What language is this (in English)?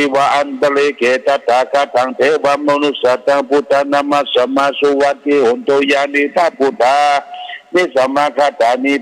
Pali